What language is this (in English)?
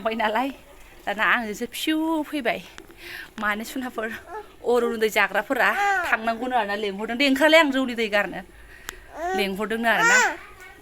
Bodo